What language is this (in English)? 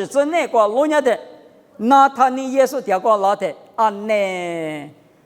Lisu